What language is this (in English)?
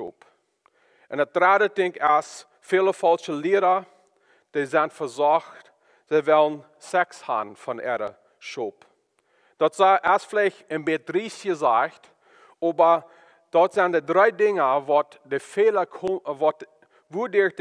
Plautdietsch